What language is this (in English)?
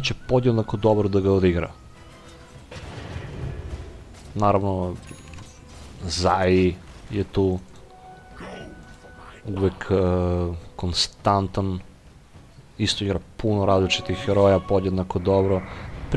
Serbian